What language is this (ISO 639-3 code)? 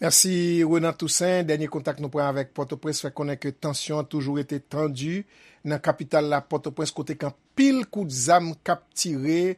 hat